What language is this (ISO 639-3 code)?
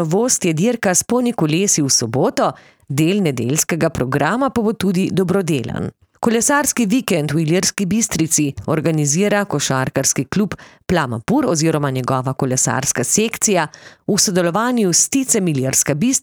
slv